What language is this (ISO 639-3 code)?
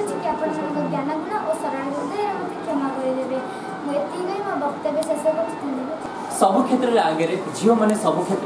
ori